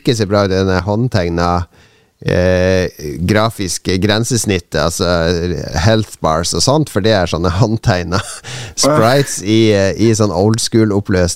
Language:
Norwegian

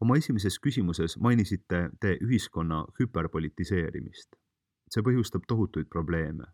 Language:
Estonian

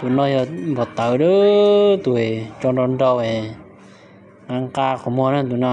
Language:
Hmong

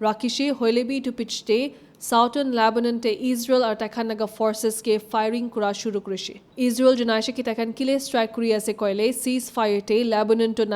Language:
Naga Pidgin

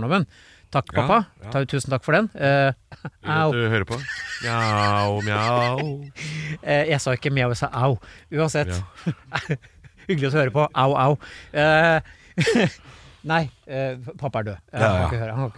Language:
Norwegian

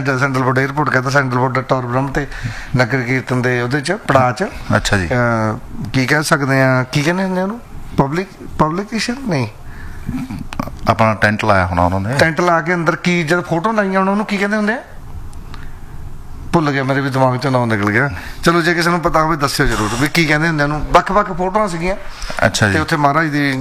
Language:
Punjabi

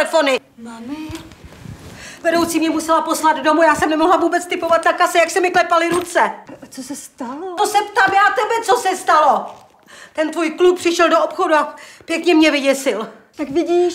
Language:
Czech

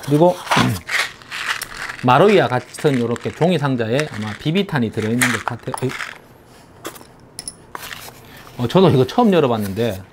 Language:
Korean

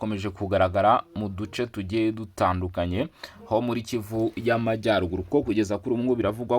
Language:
Kinyarwanda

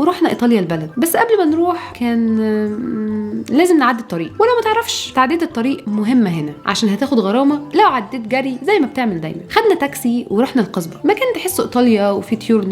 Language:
Egyptian Arabic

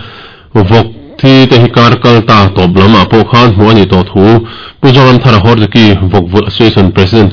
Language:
Mizo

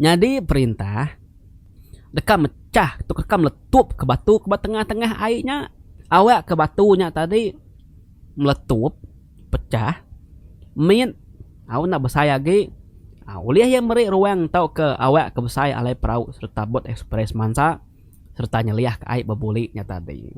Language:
Iban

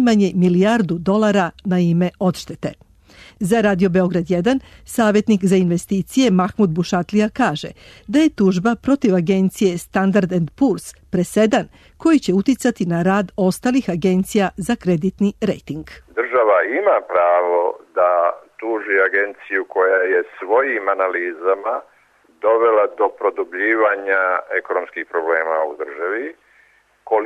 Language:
Serbian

